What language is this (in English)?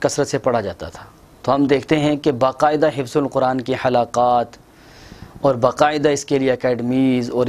Urdu